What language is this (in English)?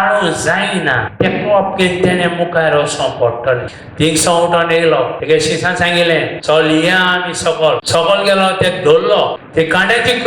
Konkani